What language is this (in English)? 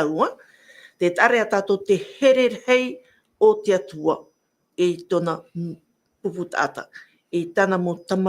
Tahitian